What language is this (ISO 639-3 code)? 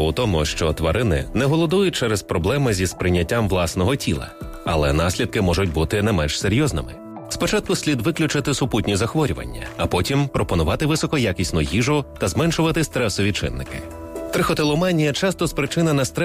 ukr